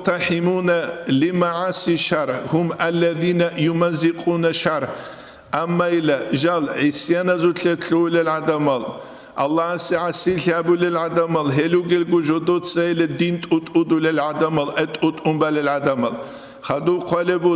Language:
Avaric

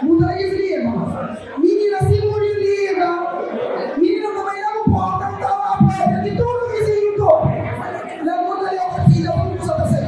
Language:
Kabuverdianu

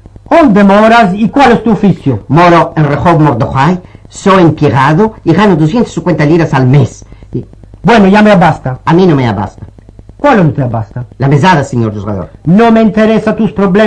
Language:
Ladino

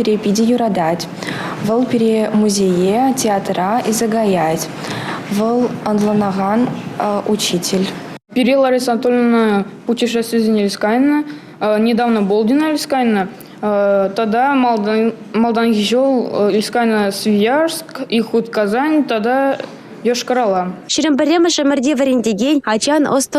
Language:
Chuvash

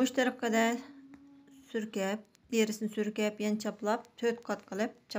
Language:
Uyghur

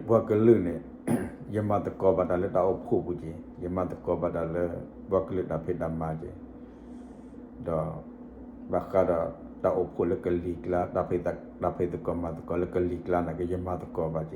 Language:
S'gaw Karen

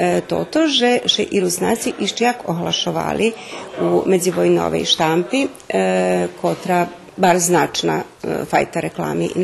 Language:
Rusyn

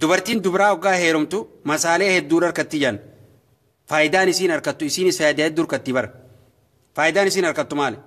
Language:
Oromo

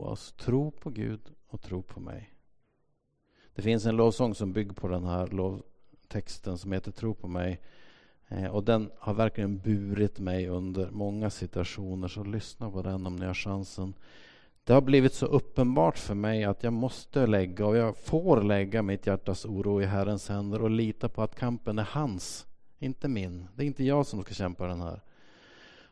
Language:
Swedish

